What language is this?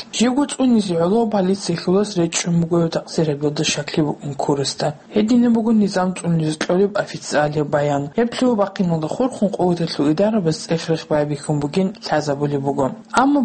Avaric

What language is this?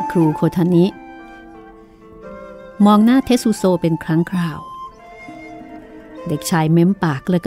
Thai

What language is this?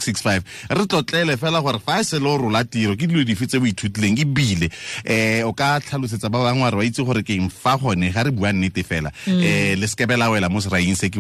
Tswana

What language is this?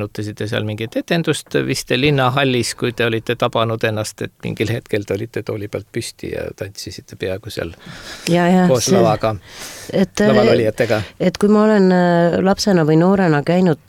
Estonian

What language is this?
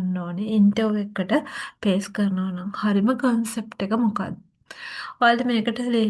Sinhala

